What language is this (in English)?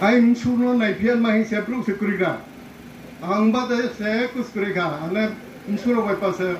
Riang (India)